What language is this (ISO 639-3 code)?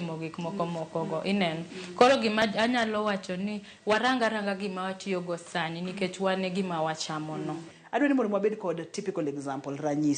luo